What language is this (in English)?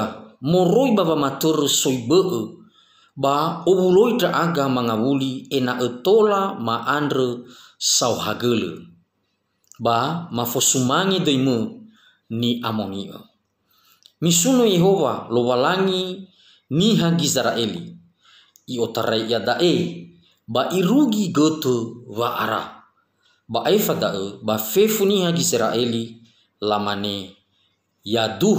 Nias